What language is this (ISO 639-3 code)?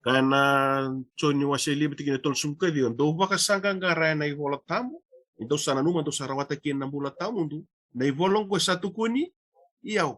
fij